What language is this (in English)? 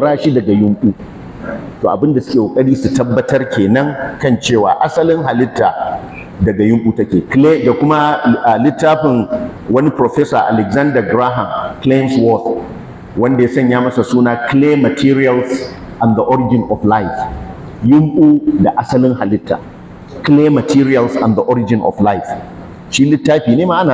Hausa